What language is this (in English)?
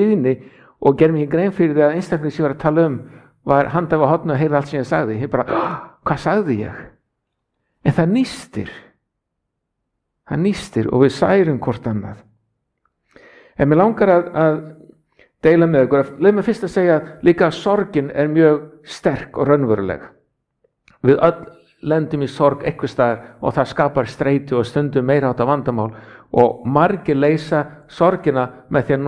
Icelandic